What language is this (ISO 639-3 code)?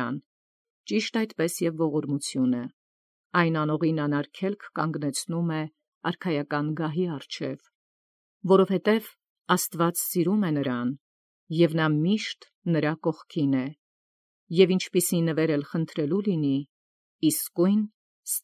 hye